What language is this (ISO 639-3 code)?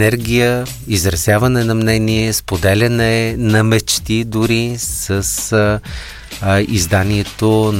bul